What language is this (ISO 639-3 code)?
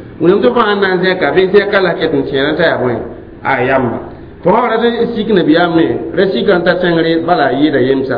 mos